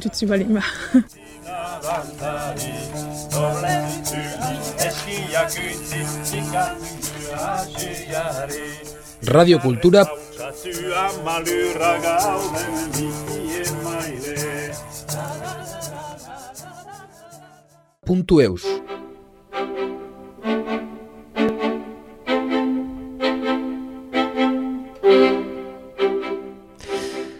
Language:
Basque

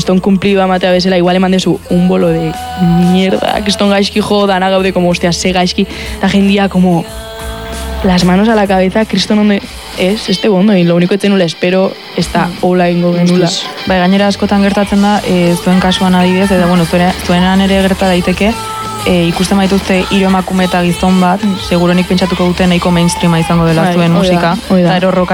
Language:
Basque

